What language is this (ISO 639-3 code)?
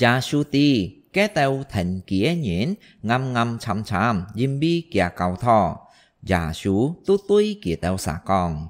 hak